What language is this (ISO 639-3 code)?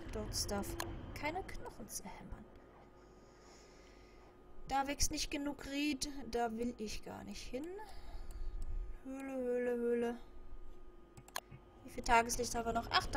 deu